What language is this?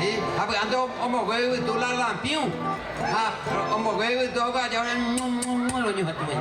Guarani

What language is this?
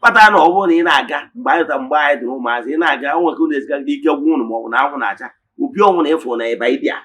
Igbo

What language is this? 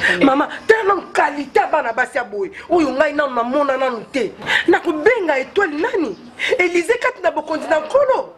Lingala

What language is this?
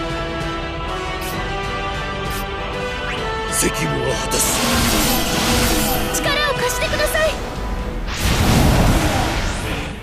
Japanese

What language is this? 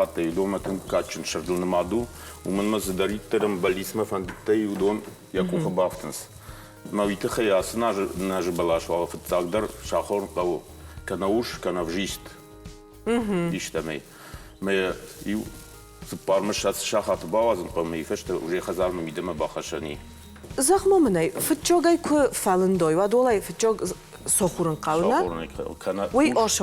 Ossetic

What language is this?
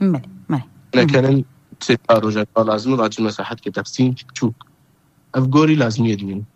Kurdish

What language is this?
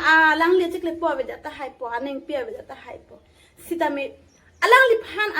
Karbi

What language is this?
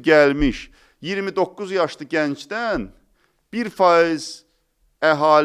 Azerbaijani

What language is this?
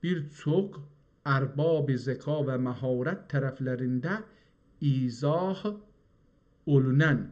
South Azerbaijani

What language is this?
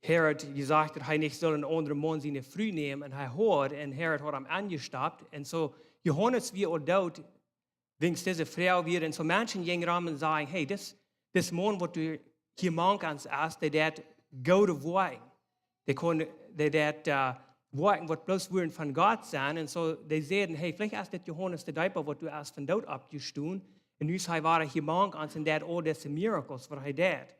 Plautdietsch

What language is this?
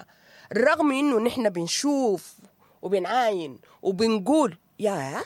Sudanese Arabic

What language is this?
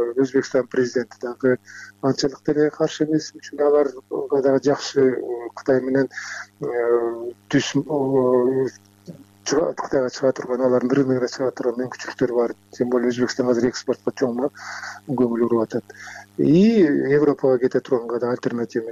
Kyrgyz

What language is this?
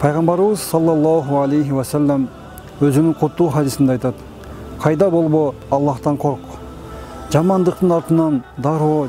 Kyrgyz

